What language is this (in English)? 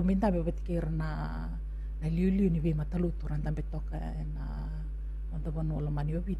Fijian